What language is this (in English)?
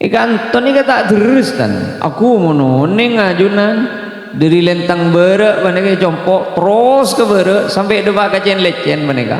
Madurese